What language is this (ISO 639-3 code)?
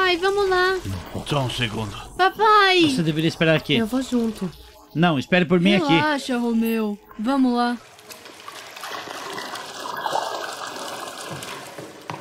por